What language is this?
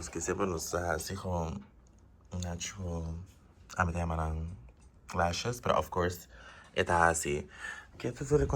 Papiamento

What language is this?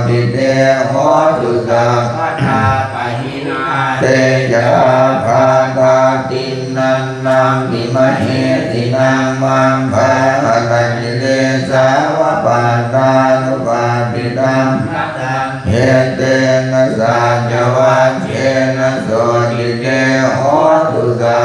Pali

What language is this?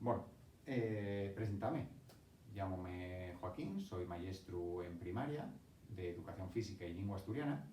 Asturian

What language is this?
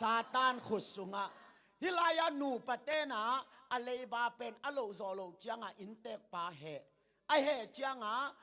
Tedim Chin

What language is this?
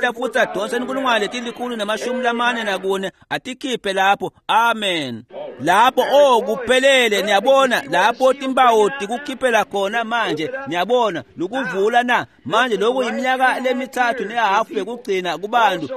Swati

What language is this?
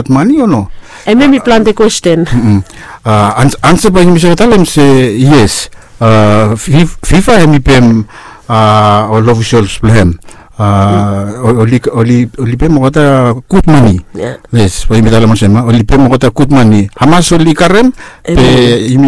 Bislama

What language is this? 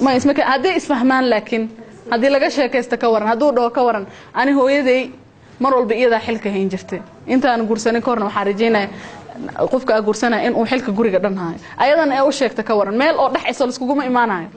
Somali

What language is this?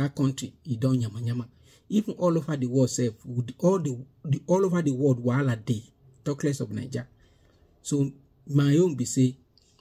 Nigerian Pidgin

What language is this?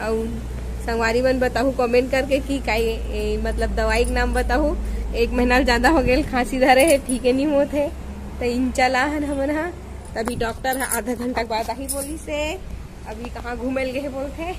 Chhattisgarhi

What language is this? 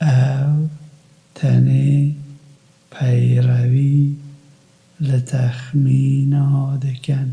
Kurdish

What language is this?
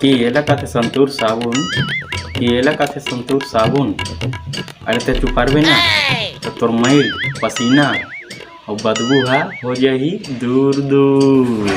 Chhattisgarhi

